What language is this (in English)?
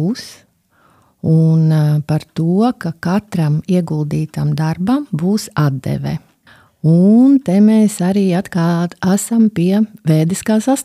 Latvian